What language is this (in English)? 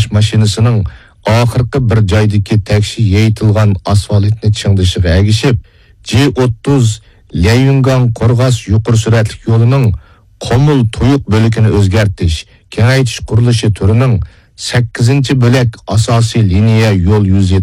Uyghur